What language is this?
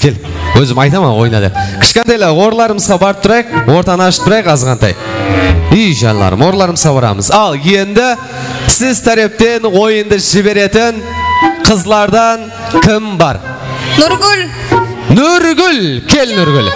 Kara-Kalpak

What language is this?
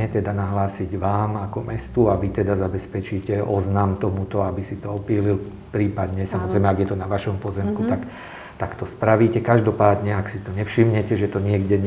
Slovak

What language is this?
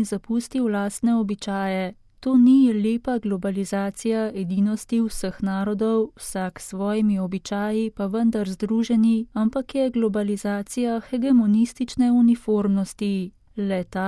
Slovenian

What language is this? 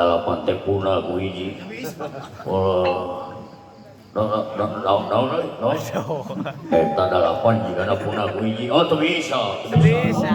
Sundanese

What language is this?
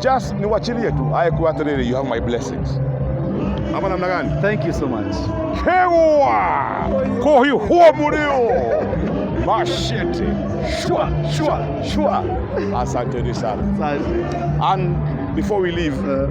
Kikuyu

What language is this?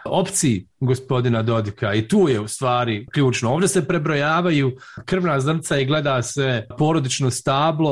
Bosnian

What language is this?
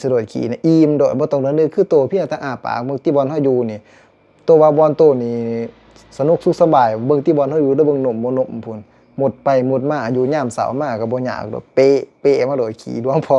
Lao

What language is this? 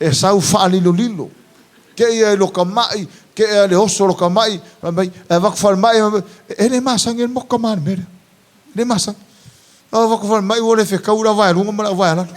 Samoan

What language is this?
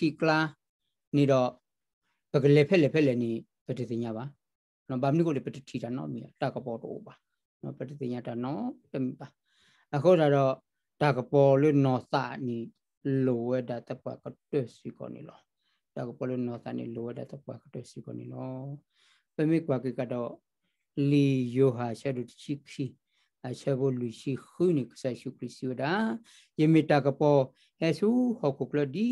S'gaw Karen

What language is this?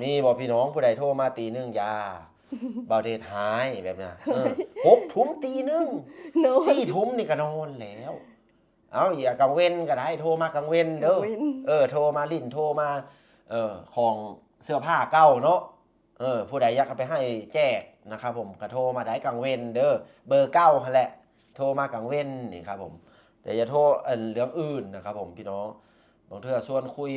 Lao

